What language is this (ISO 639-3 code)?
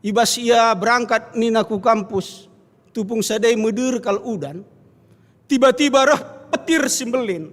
btx